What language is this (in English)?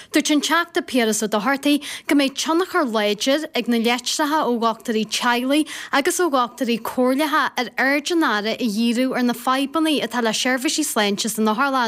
Irish